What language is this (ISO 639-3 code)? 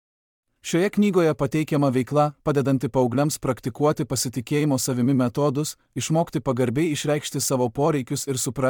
lit